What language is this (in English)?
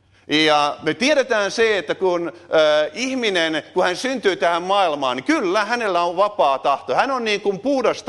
Finnish